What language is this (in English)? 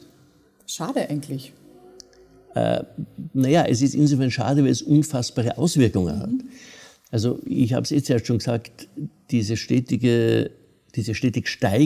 German